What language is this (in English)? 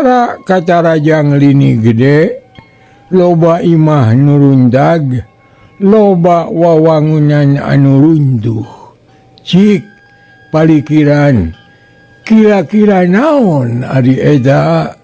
Sundanese